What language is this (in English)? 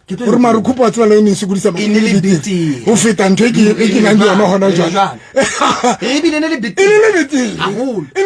Southern Sotho